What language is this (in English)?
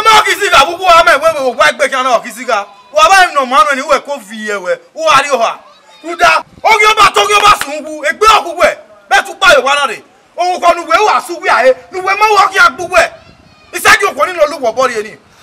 Bini